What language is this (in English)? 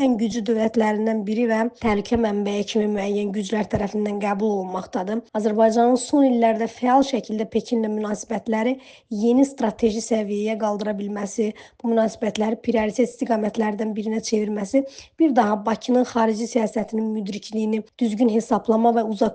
Azerbaijani